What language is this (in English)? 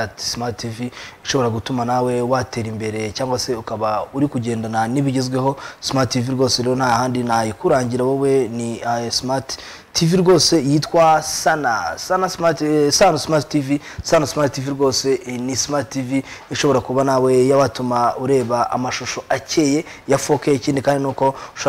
Kinyarwanda